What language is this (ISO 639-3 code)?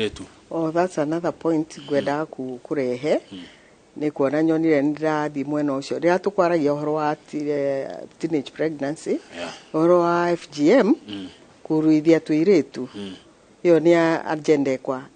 kik